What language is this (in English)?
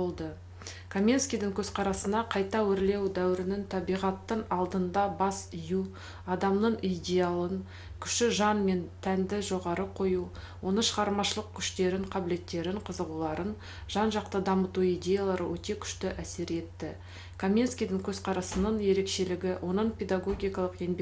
Kazakh